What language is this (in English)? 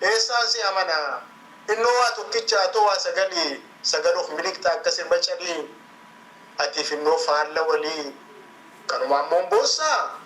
Oromo